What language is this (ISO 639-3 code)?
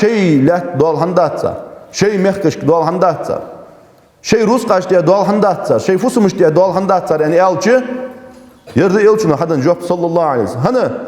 inh